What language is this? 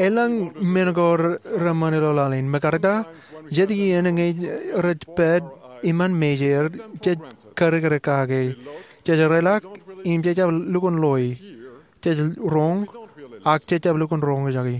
Marshallese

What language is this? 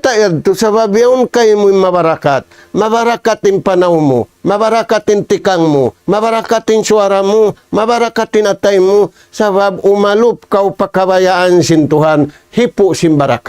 Tausug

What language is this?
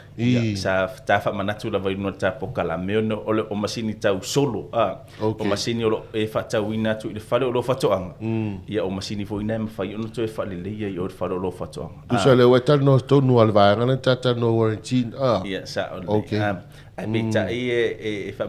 Samoan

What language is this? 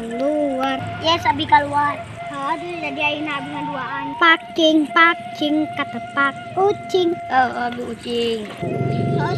Sundanese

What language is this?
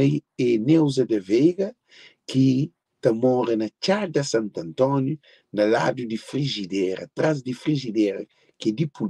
Kabuverdianu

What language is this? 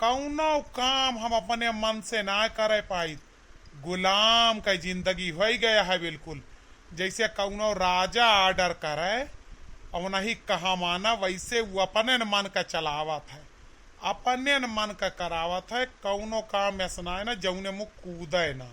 Awadhi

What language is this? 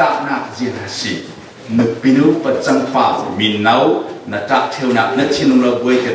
Falam Chin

